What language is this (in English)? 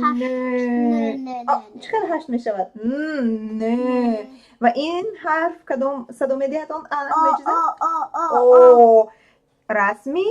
Tajik